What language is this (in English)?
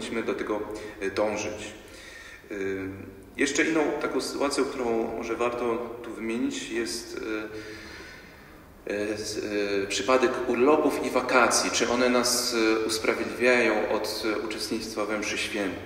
Polish